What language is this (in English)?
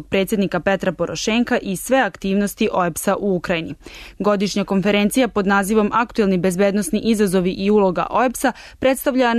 Serbian